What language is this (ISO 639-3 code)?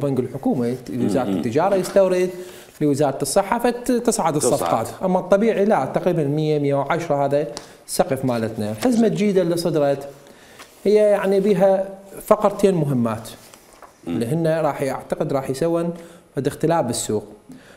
acm